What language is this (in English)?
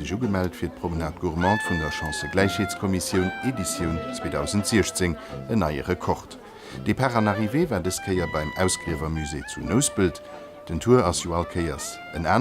Luxembourgish